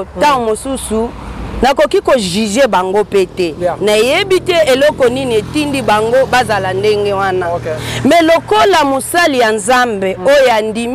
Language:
Lingala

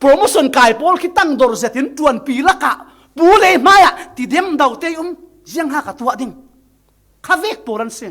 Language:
Falam Chin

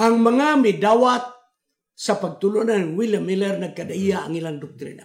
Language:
Cebuano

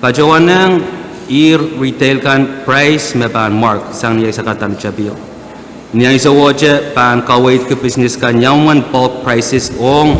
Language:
Pohnpeian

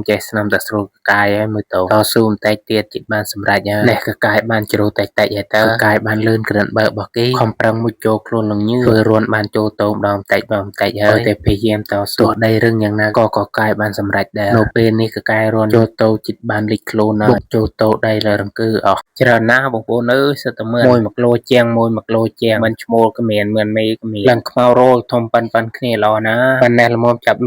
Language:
Khmer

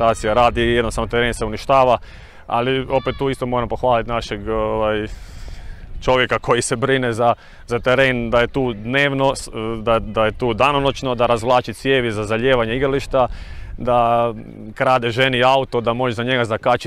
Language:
Croatian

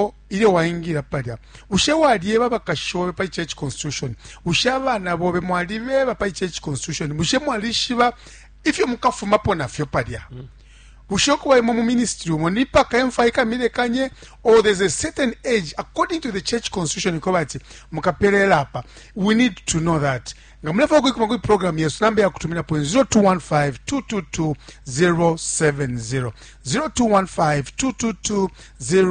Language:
Bemba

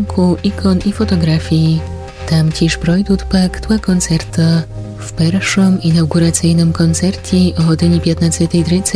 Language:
Rusyn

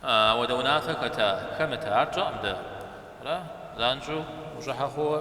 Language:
Kabardian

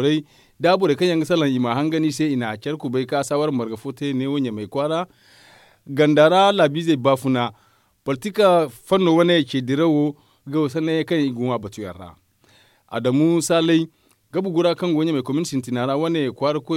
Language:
Zarma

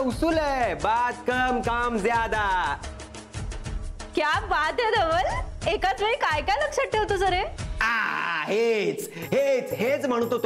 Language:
Marathi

